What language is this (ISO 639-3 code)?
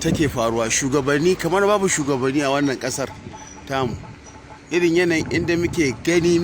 hau